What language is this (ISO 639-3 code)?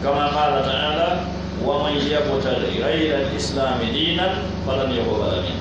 fuf